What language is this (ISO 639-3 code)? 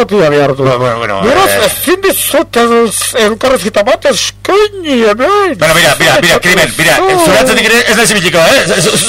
eus